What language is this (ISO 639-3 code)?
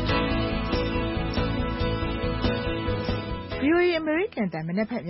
mya